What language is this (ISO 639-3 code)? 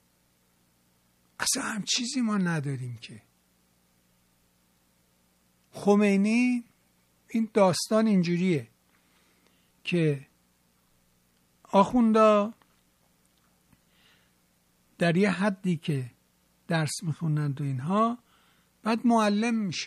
fas